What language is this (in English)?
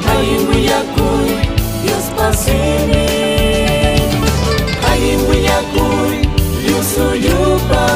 Ayacucho Quechua